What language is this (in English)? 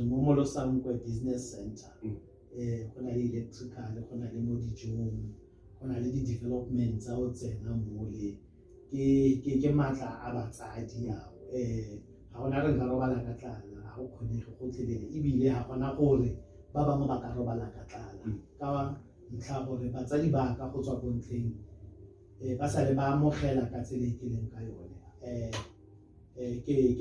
Tswana